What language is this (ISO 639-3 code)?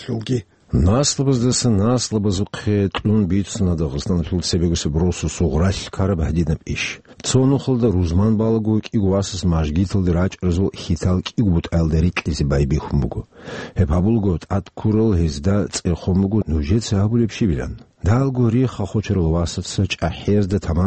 ava